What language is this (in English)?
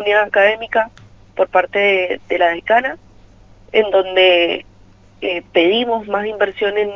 Spanish